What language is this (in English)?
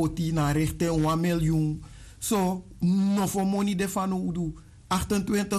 Sranan Tongo